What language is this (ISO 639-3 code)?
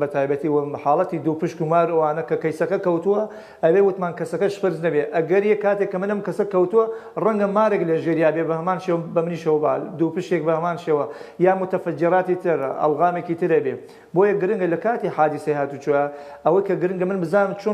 ckb